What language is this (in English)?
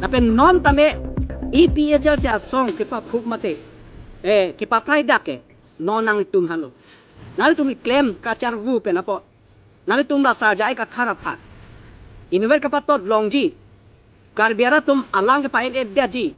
Karbi